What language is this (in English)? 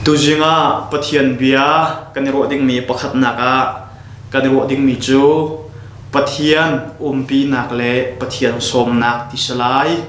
Hakha Chin